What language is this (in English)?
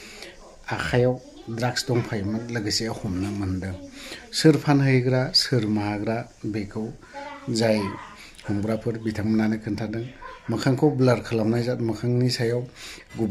Bodo